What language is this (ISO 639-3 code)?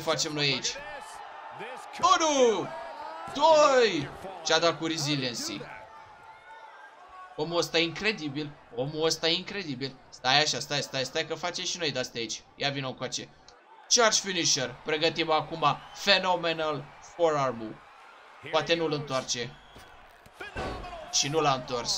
ron